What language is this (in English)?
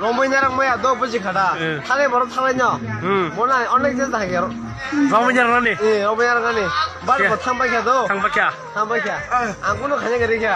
Kok Borok